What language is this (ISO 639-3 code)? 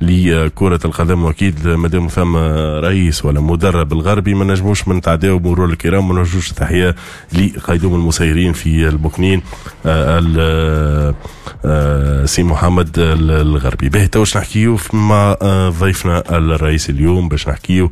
aeb